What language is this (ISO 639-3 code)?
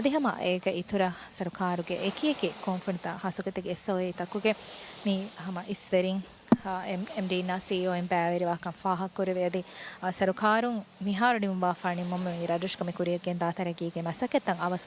div